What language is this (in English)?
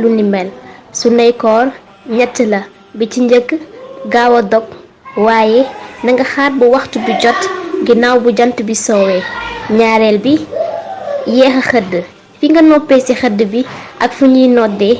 Wolof